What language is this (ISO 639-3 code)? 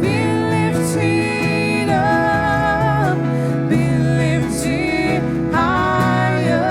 mfe